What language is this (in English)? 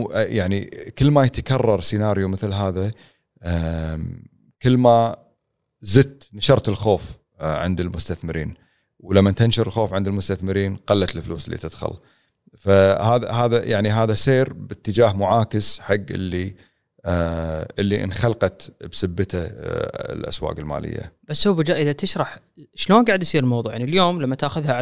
Gulf Arabic